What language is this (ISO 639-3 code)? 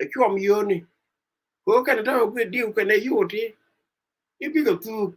nus